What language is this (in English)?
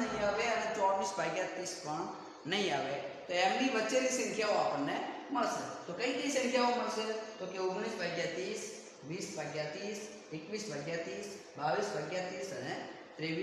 Gujarati